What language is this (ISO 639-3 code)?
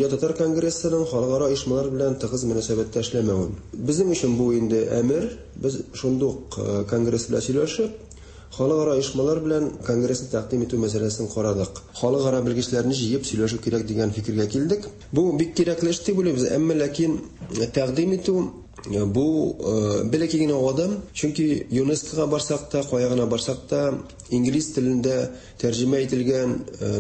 tat